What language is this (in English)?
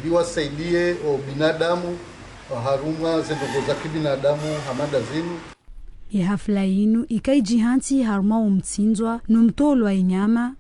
Ngazidja Comorian